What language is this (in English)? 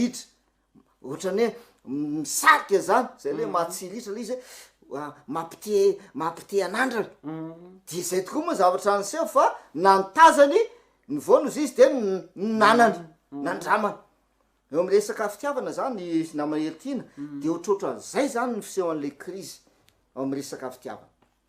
Malagasy